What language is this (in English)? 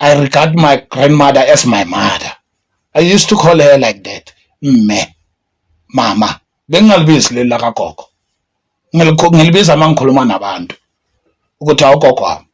Zulu